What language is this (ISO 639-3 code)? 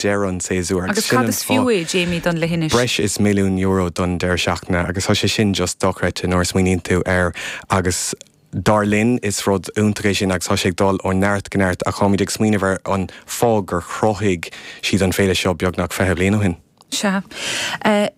gle